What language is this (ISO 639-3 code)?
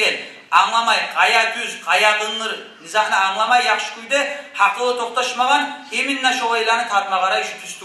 kum